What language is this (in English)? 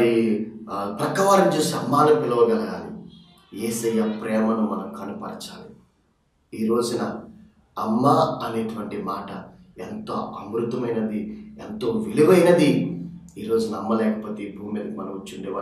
Telugu